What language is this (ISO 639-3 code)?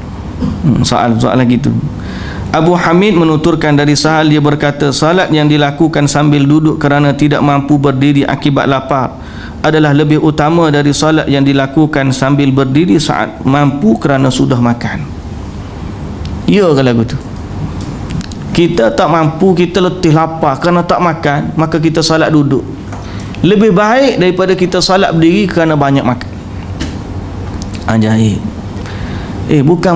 msa